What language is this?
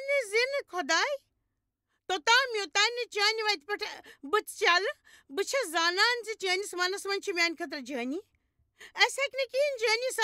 Kashmiri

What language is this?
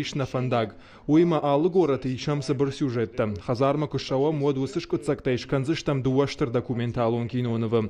Ossetic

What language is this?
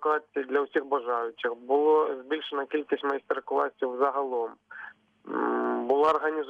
Ukrainian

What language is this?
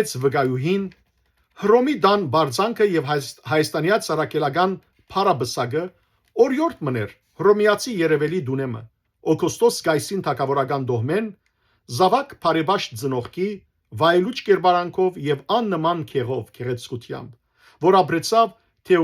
Western Armenian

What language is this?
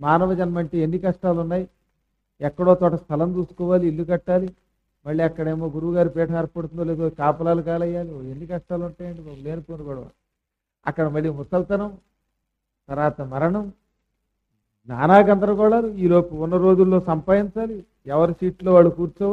Telugu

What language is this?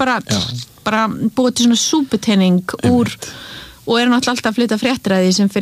Icelandic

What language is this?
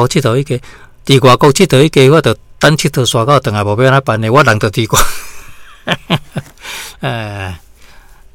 Min Nan Chinese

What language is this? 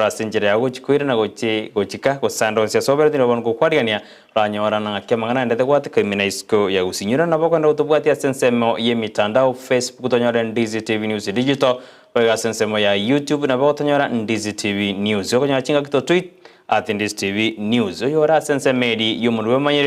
Gusii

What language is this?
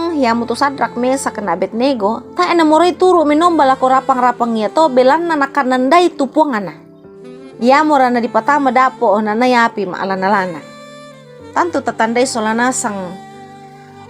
Toraja-Sa'dan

